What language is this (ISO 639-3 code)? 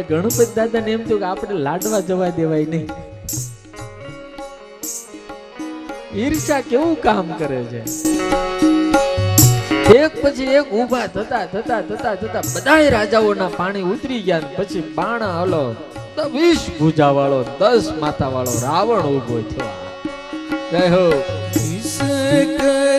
guj